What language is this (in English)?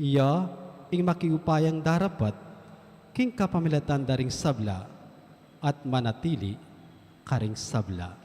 Pampanga